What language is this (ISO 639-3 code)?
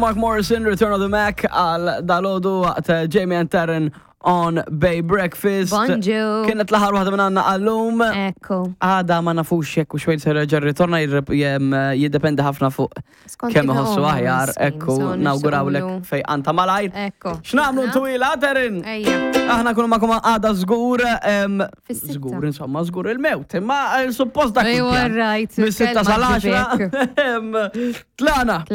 mlt